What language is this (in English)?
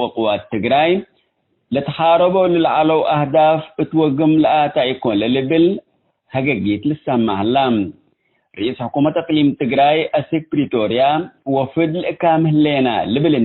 Tigre